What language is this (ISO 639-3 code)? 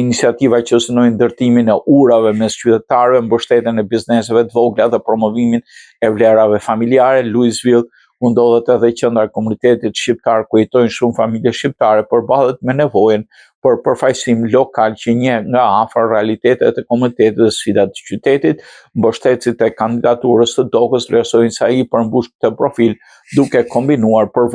sqi